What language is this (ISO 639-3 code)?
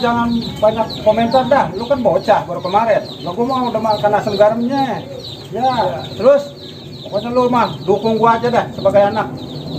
bew